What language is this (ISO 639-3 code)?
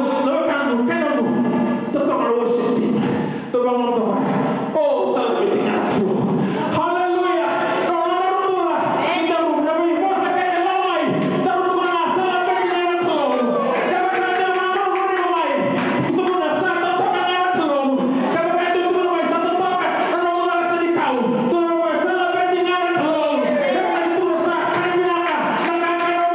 fij